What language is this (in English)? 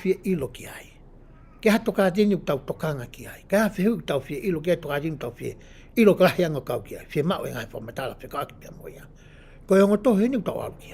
Tongan